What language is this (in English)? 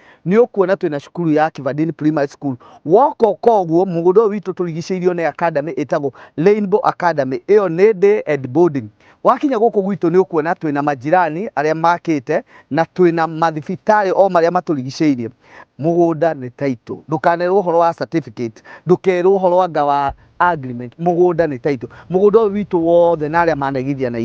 Kikuyu